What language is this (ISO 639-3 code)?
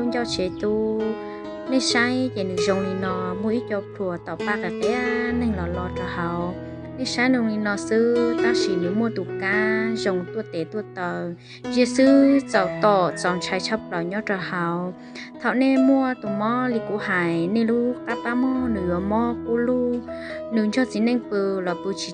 hmn